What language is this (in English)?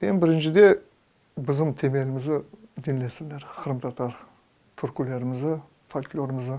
Crimean Tatar